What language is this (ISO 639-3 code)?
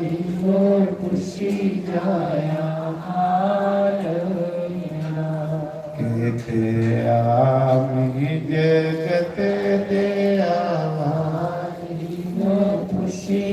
doi